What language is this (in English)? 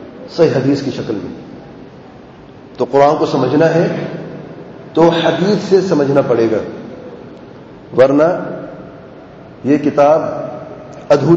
Urdu